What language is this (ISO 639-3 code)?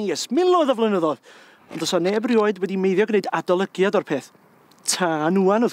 cym